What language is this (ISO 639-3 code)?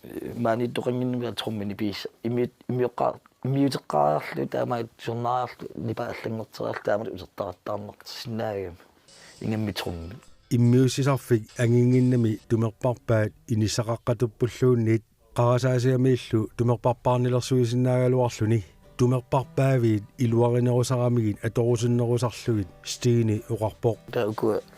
kal